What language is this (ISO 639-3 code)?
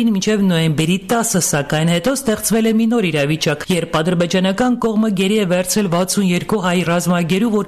hye